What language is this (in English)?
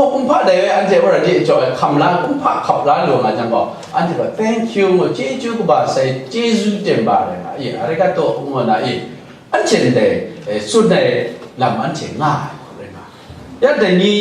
Kachin